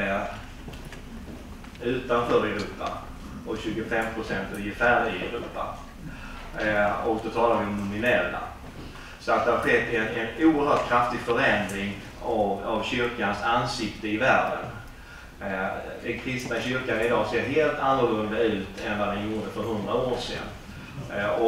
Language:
Swedish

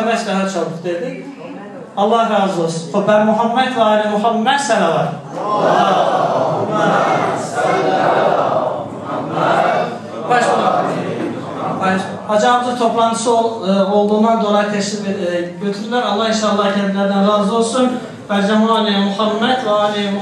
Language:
Turkish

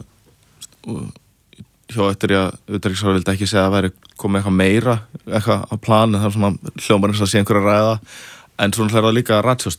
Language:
Icelandic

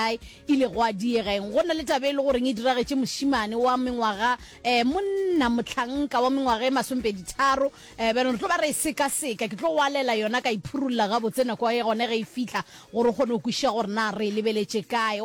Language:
Northern Sotho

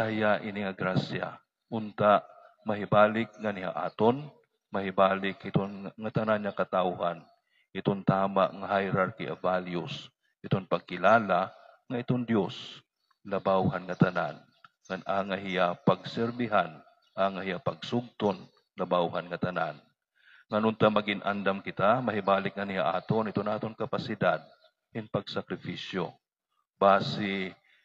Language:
Waray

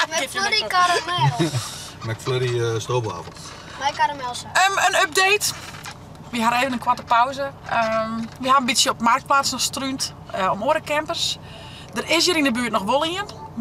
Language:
Western Frisian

